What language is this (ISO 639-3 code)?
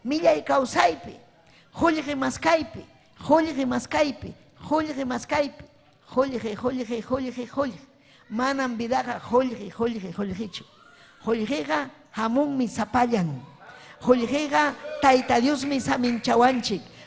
quy